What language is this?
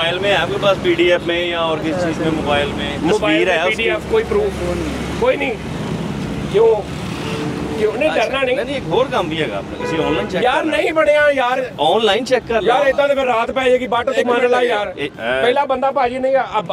Punjabi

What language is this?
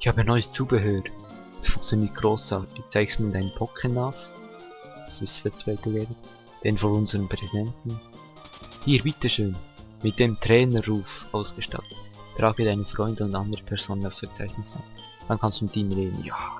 Swiss German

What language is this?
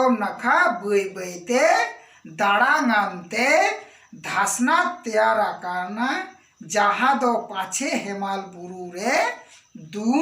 Santali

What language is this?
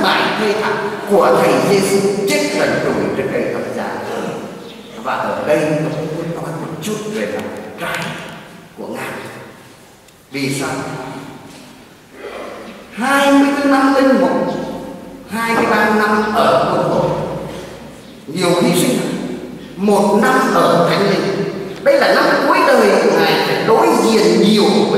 Vietnamese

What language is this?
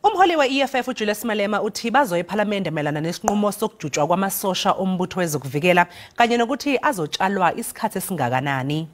Zulu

